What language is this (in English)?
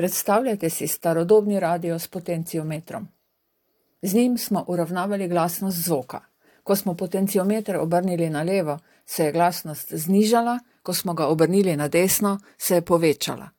Slovenian